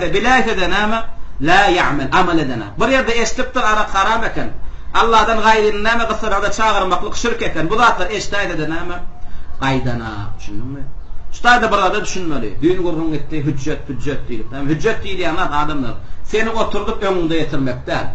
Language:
Turkmen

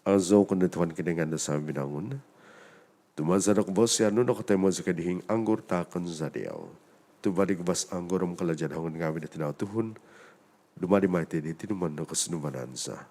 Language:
Central Dusun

